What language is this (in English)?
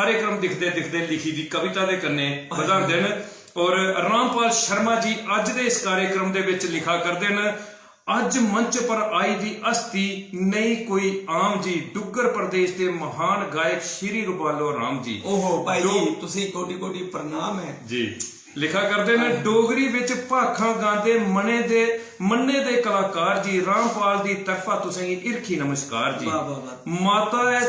Dogri